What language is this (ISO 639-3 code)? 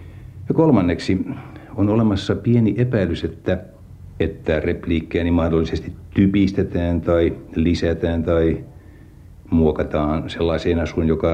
fin